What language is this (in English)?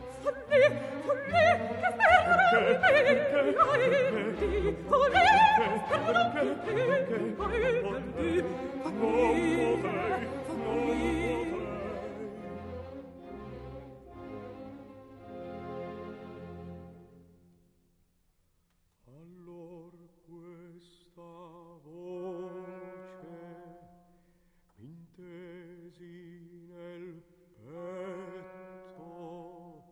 Italian